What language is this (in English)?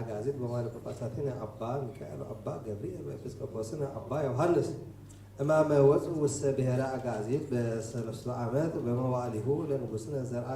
Geez